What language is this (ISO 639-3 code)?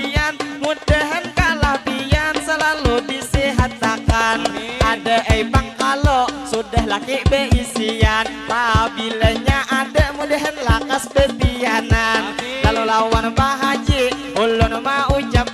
bjn